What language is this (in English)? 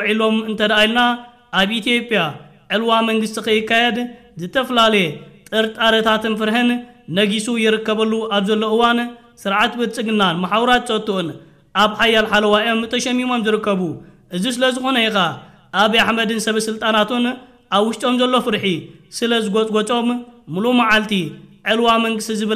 Tigrinya